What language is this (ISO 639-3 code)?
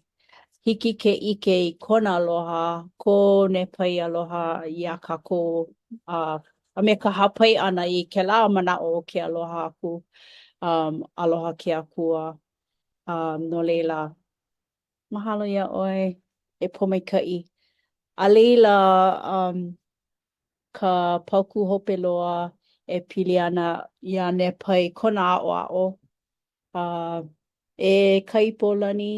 haw